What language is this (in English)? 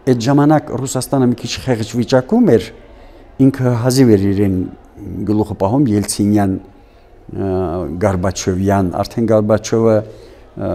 Armenian